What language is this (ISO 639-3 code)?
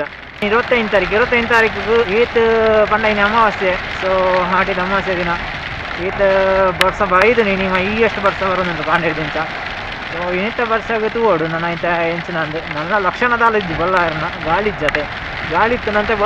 tcy